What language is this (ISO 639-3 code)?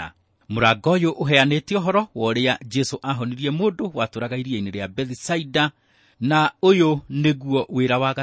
kik